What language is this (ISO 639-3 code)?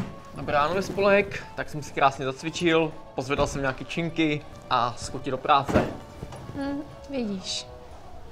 ces